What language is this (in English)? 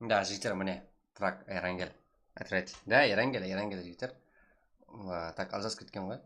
Kara-Kalpak